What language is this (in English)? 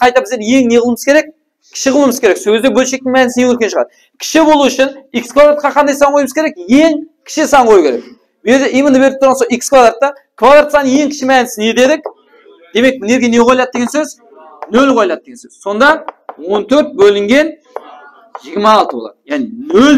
Kara-Kalpak